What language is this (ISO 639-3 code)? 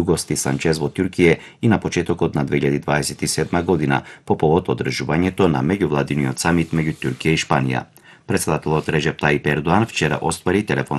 mkd